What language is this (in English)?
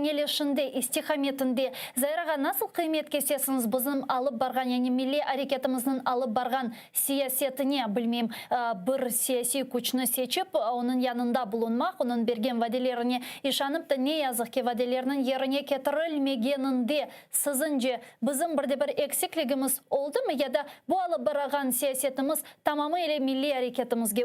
Crimean Tatar